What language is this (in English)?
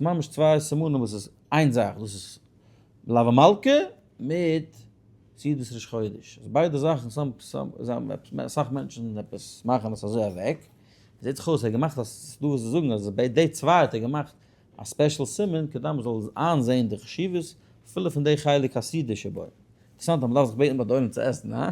Yiddish